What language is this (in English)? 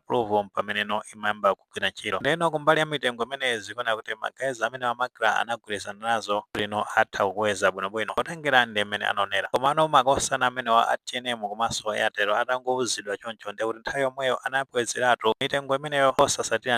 Nyanja